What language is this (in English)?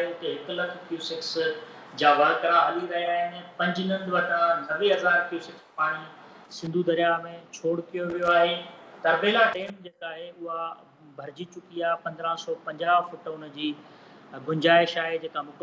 Sindhi